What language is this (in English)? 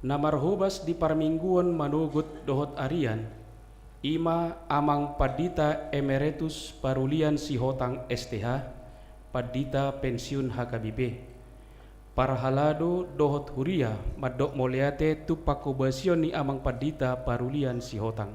Batak Toba